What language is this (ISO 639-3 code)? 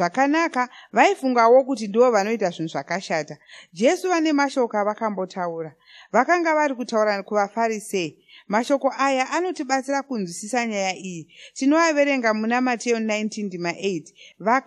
sna